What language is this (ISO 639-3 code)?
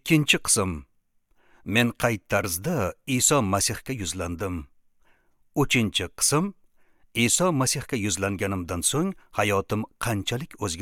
uzb